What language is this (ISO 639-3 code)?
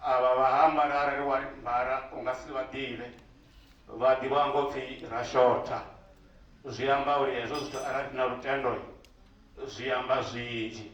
ven